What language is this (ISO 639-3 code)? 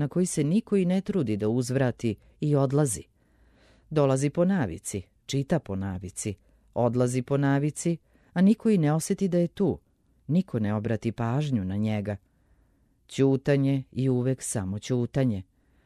srp